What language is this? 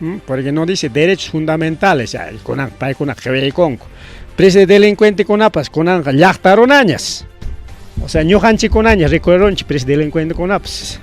Ayacucho Quechua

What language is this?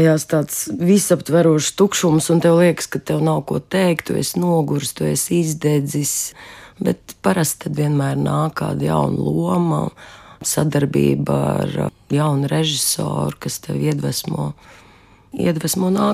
Latvian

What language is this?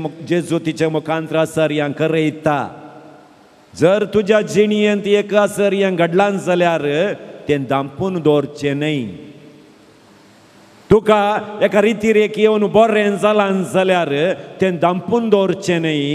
Konkani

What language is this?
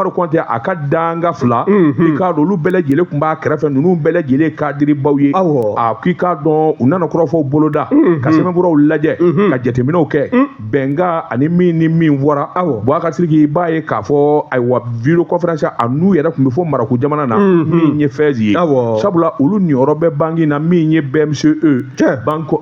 Bambara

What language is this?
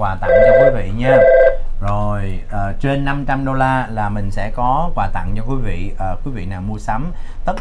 Vietnamese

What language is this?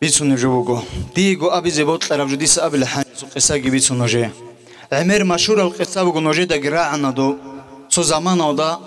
Avaric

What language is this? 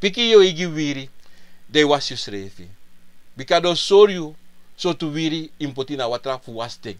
Sranan Tongo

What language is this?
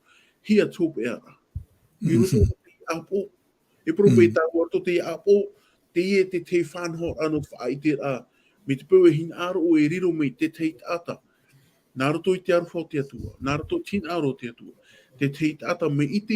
Tahitian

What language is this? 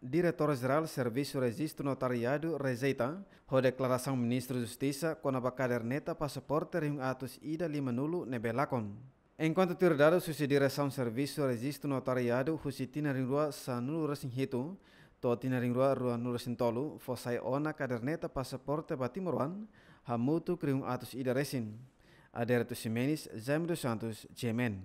Tetum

